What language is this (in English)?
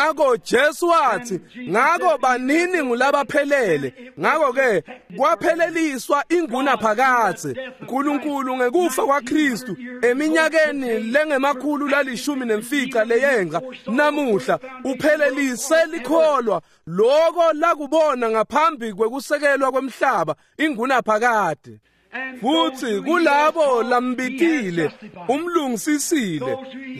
Swati